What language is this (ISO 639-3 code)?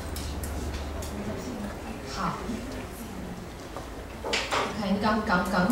zho